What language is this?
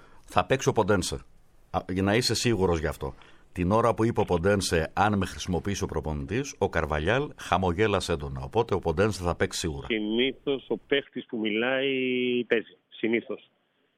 Greek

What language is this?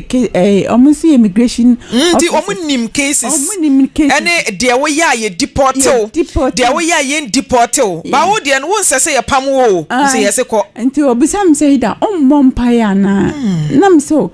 Akan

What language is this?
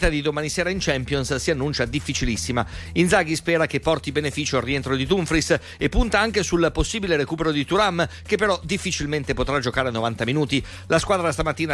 Italian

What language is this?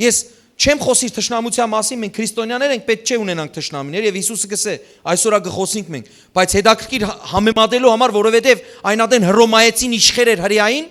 Western Armenian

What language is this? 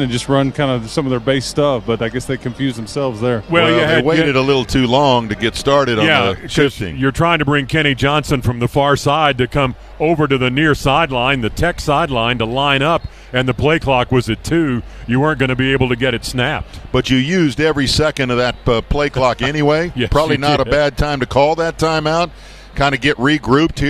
English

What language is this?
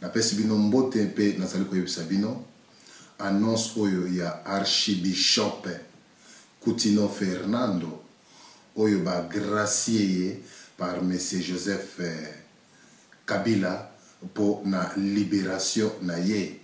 Lingala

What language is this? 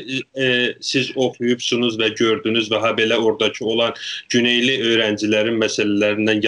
South Azerbaijani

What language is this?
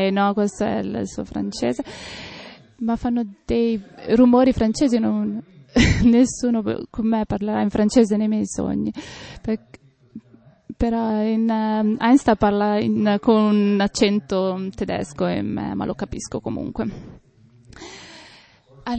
Italian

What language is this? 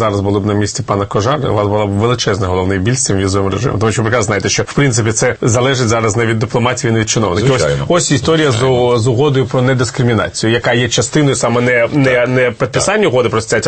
Ukrainian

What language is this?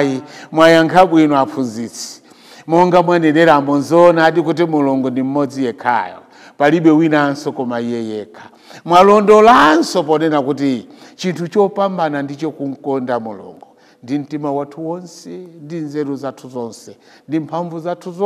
Nyanja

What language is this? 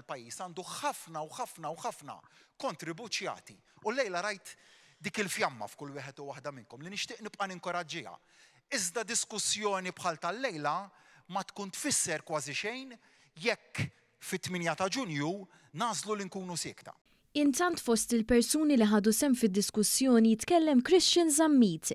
Maltese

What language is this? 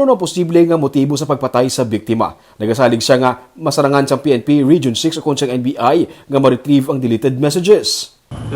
Hiligaynon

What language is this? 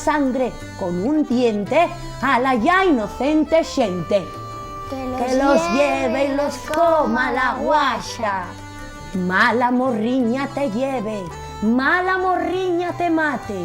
Asturian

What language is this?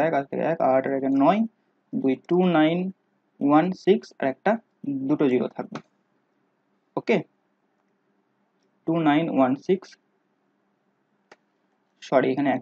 Bangla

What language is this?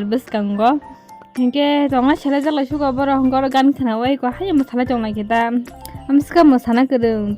Kok Borok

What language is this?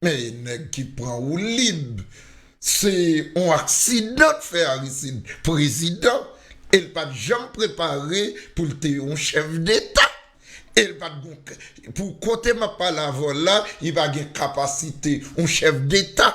Haitian Creole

